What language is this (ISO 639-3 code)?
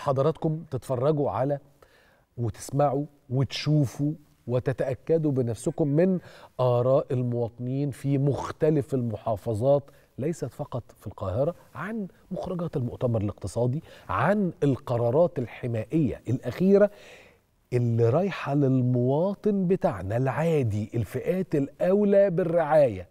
arz